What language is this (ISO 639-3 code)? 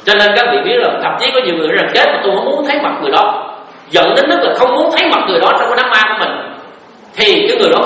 vie